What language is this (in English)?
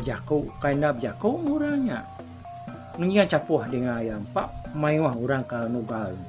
Iban